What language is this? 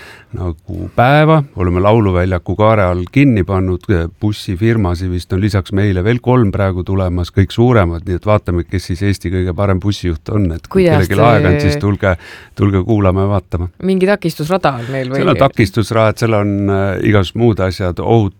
Estonian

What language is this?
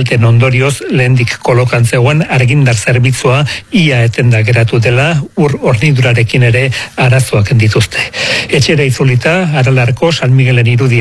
Basque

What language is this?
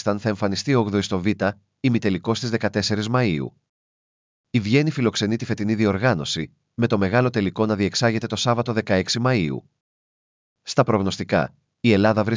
Greek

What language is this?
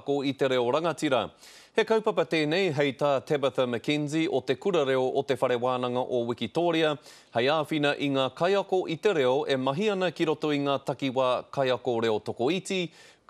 Māori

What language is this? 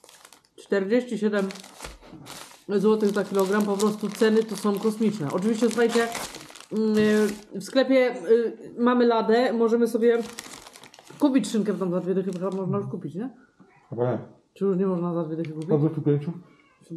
Polish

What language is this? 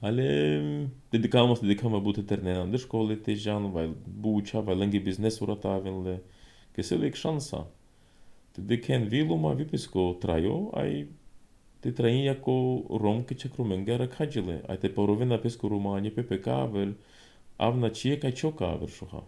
Serbian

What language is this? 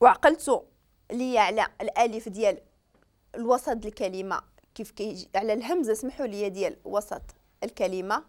Moroccan Arabic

